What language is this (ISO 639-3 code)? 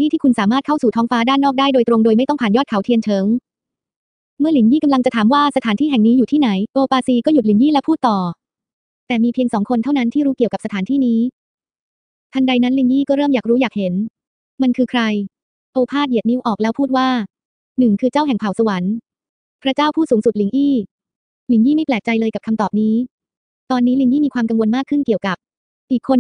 tha